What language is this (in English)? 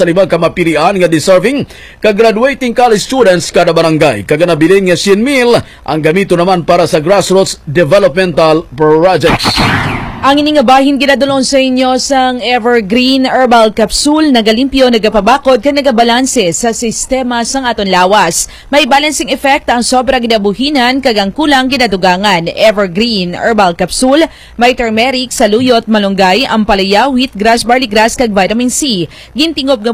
Hiligaynon